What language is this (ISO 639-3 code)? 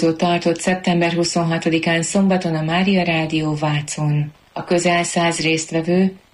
hun